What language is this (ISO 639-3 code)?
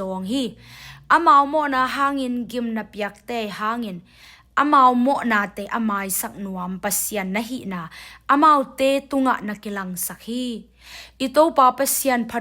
ctd